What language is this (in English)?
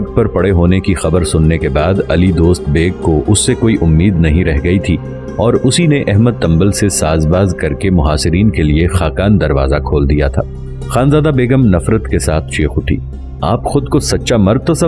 Urdu